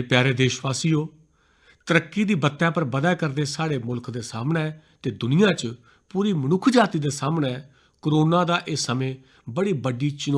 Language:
Dogri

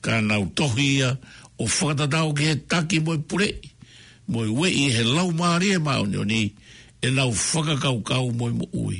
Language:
Tongan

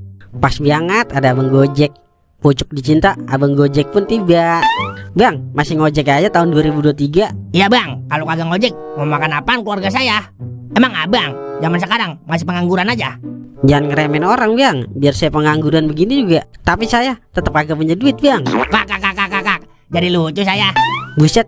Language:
Betawi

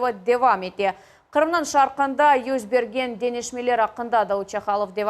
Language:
Crimean Tatar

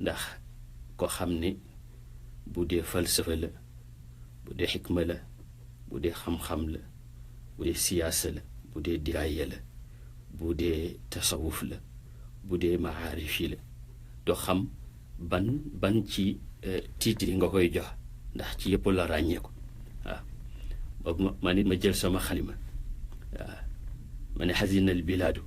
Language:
Wolof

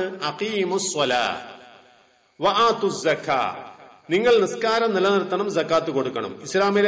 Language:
Malayalam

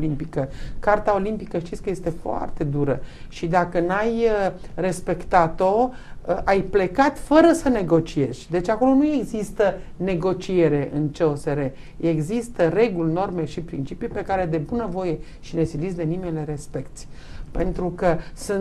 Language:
Romanian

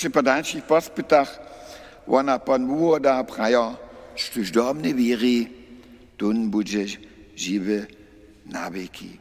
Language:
Upper Sorbian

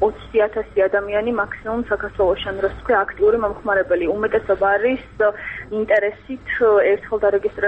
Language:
Georgian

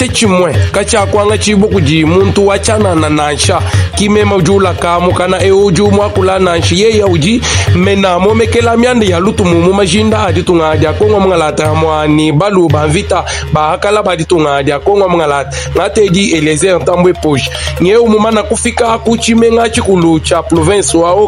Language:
Luba-Lulua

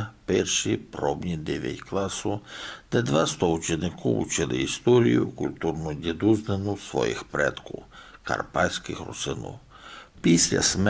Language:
Rusyn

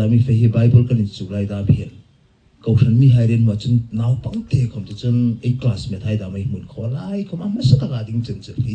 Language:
Hmar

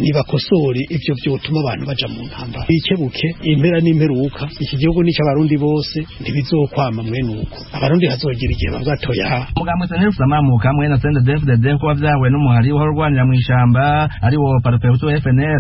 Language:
Rundi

